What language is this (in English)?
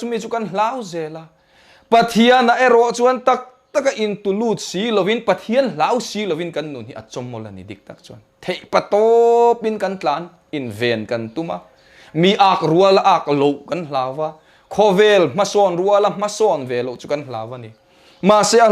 Mizo